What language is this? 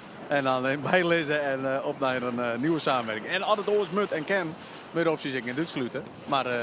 Western Frisian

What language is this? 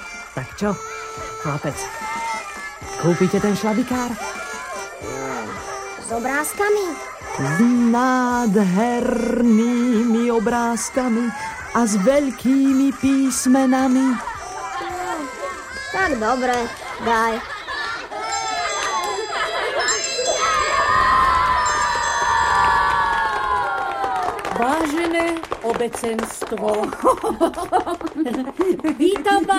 Slovak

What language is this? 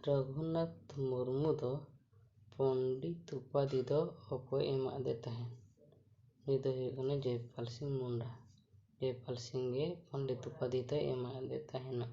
Santali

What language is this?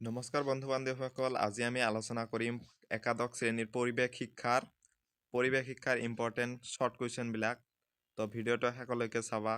Assamese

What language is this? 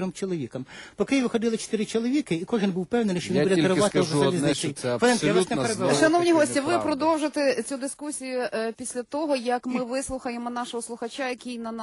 Ukrainian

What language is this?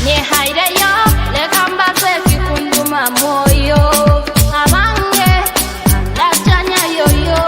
Nyoro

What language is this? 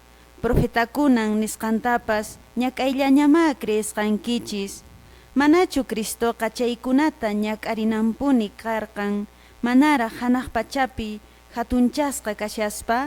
Quechua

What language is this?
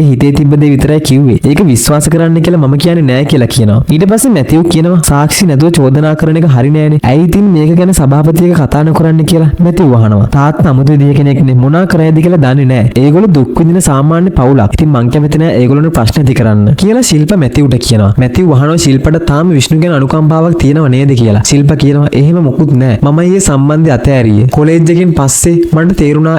Sinhala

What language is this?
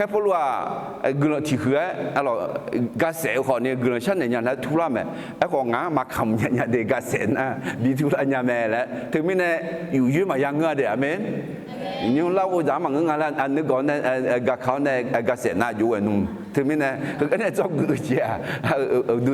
Akha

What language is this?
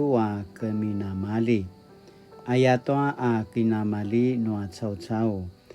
Paiwan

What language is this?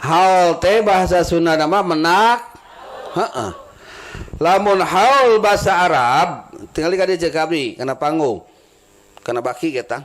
Sundanese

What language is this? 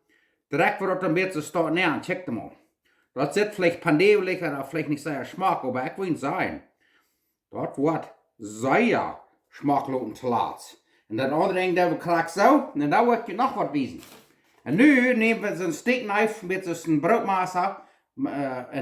Plautdietsch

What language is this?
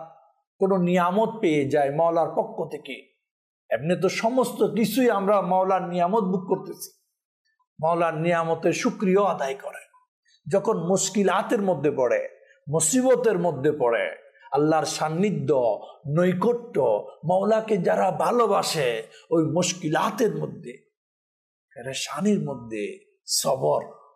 Bangla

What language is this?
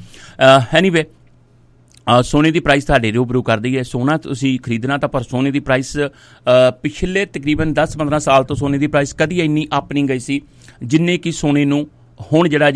Punjabi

